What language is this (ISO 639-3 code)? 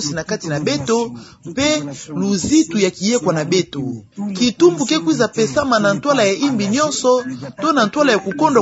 ktu